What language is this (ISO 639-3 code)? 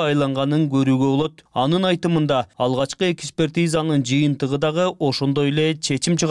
kir